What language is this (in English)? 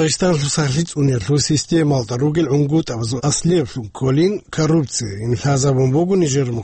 Avaric